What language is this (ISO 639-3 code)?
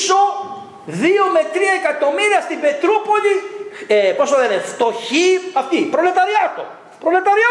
ell